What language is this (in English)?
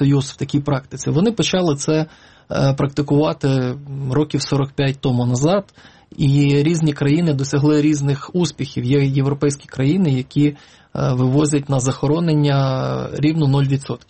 Ukrainian